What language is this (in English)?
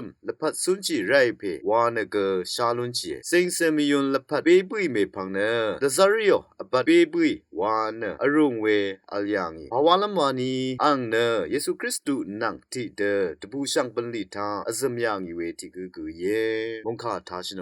Rawang